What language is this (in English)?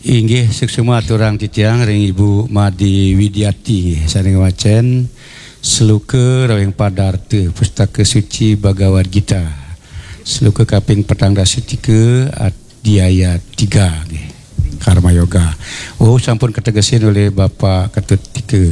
Balinese